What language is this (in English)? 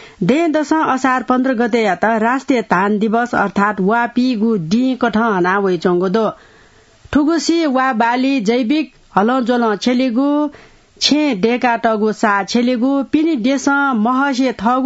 Newari